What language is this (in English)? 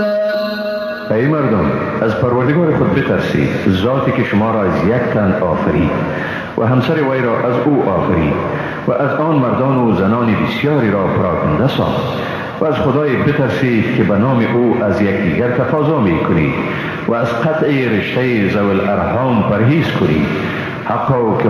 Persian